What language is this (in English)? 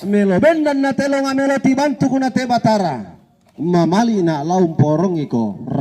Toraja-Sa'dan